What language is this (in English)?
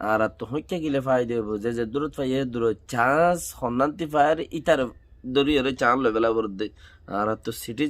Rohingya